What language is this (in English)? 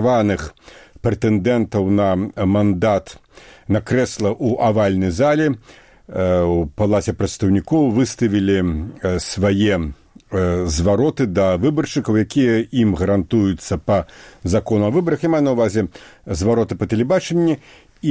Belarusian